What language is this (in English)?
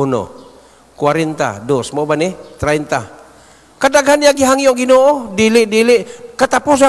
Cebuano